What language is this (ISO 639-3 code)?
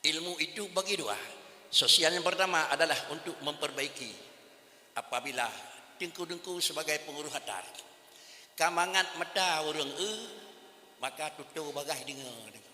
ace